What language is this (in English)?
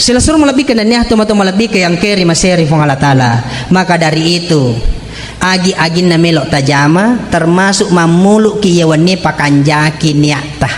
Buginese